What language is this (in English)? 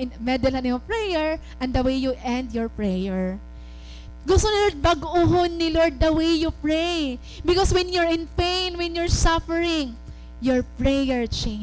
Waray